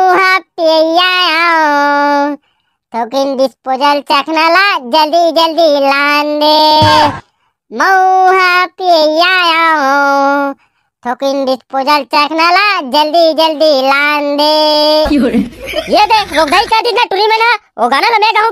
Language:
Chhattisgarhi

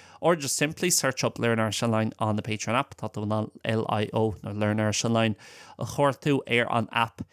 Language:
Irish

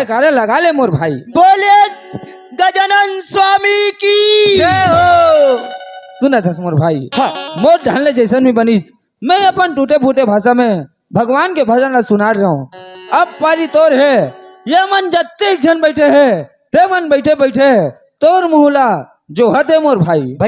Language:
Chhattisgarhi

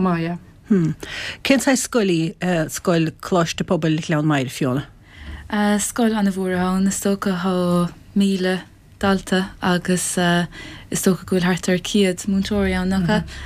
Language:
Irish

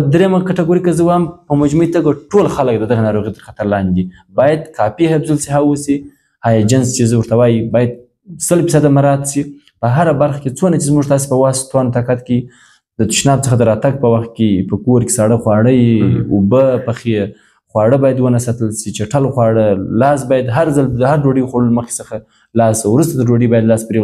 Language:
Pashto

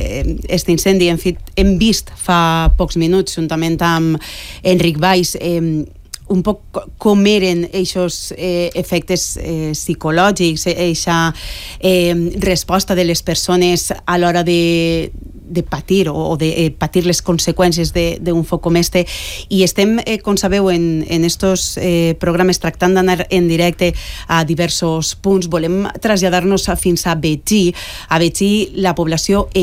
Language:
Catalan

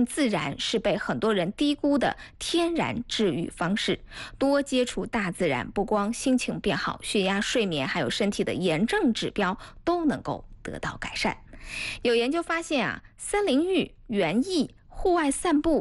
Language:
Chinese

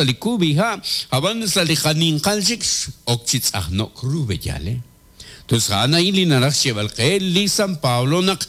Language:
Kekchí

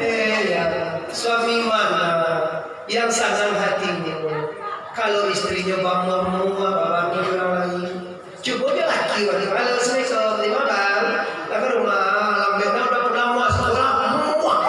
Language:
Minangkabau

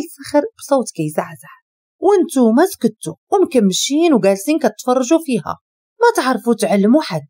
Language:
Moroccan Arabic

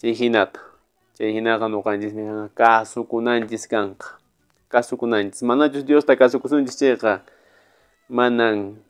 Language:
Quechua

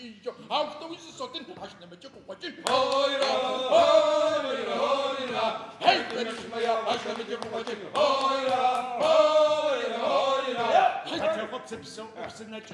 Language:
Adyghe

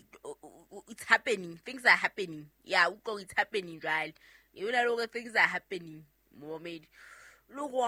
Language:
Southern Sotho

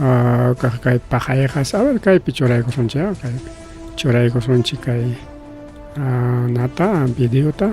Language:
Ayacucho Quechua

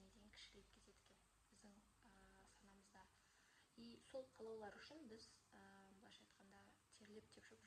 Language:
Kazakh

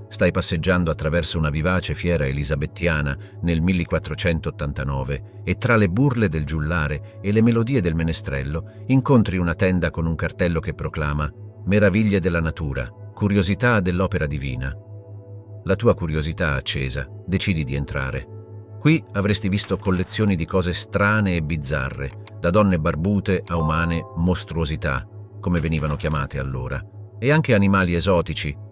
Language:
Italian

